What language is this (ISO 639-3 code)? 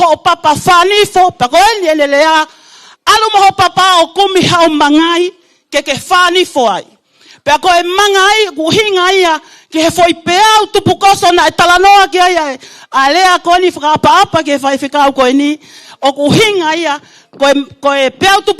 ton